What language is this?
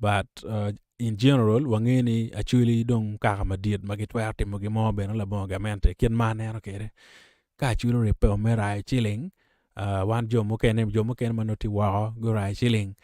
Acoli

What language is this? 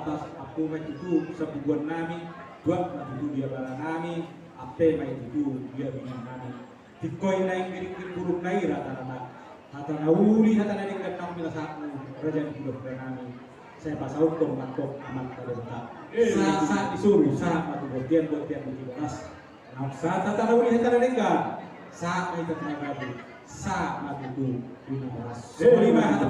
Batak Toba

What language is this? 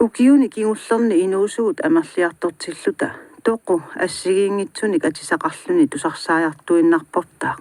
Kalaallisut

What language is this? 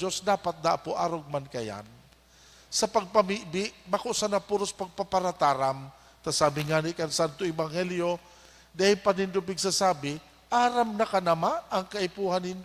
Bikol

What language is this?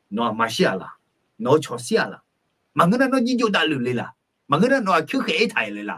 Akha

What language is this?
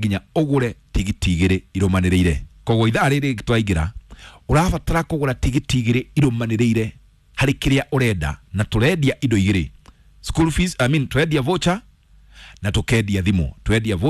Kikuyu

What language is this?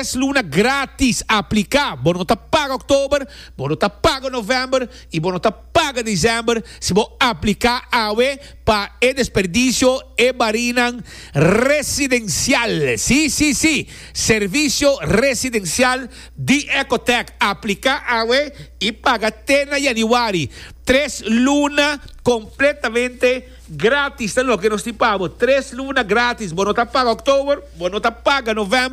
Papiamento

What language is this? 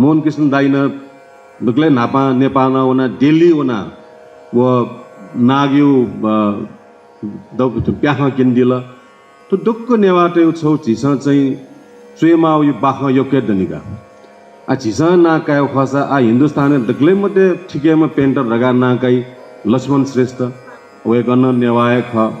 Newari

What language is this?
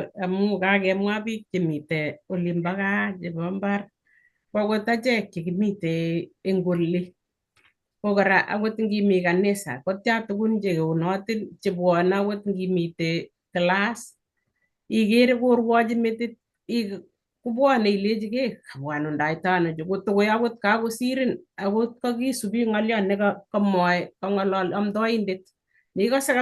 Kalenjin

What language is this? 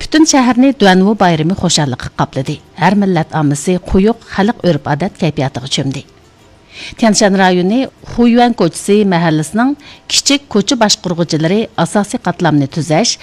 Uyghur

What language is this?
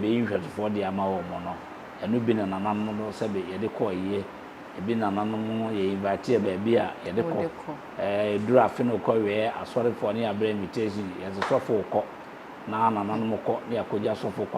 Akan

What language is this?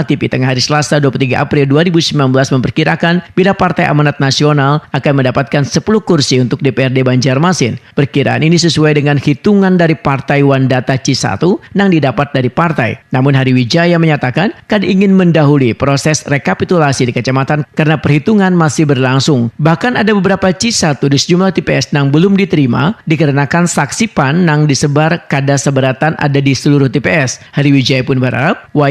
Banjar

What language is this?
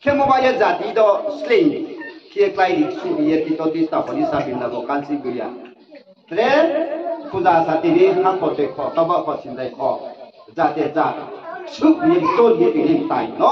Riang (India)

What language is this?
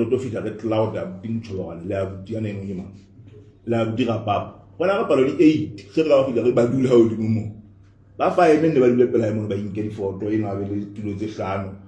Southern Sotho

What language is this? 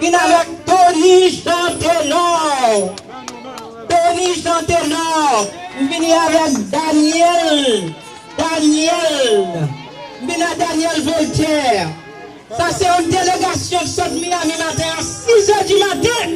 Haitian Creole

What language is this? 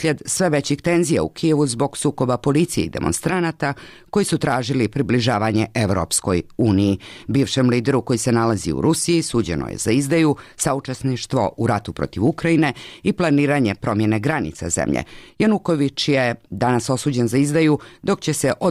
Serbian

